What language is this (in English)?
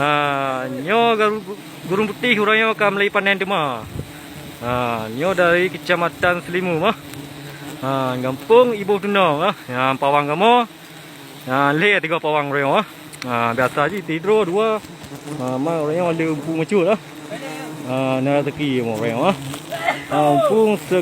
Achinese